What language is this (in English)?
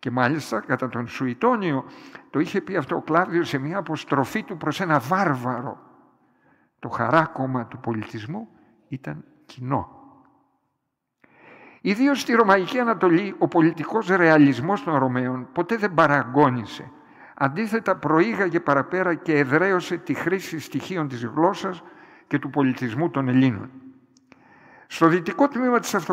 Greek